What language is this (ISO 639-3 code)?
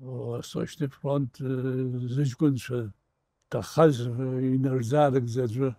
abk